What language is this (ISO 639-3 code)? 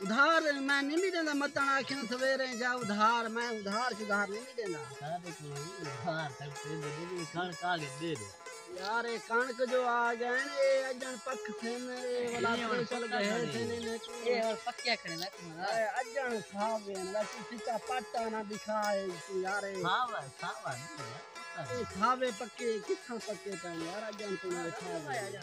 skr